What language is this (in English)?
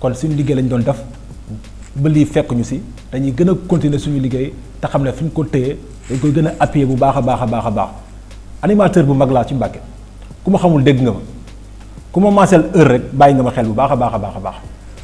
Wolof